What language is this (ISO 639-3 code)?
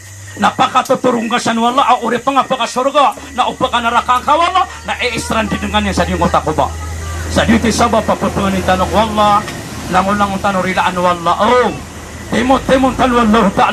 mrw